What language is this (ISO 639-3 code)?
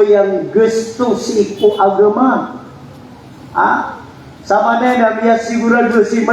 mrw